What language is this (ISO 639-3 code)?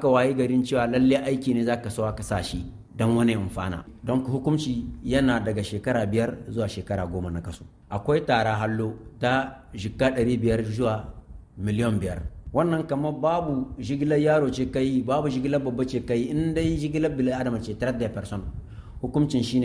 hau